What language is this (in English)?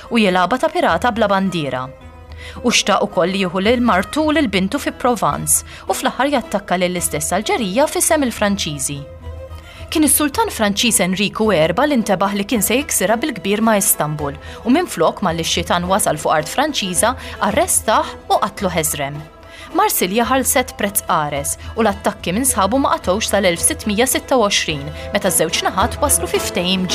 Maltese